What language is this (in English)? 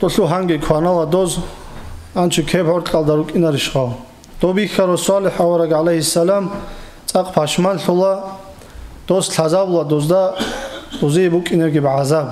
Avaric